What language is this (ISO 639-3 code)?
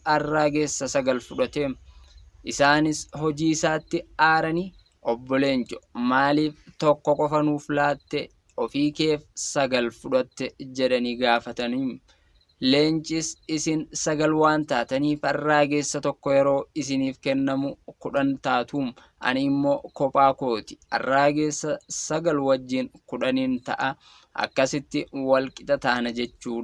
orm